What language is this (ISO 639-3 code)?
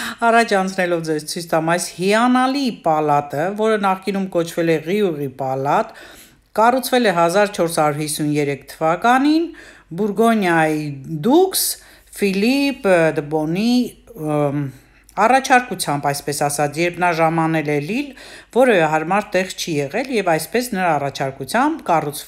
hye